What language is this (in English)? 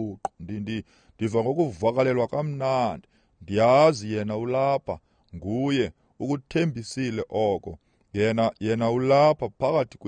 Xhosa